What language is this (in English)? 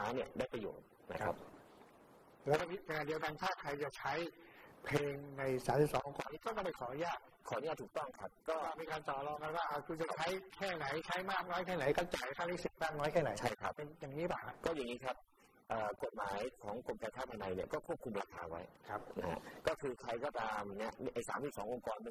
Thai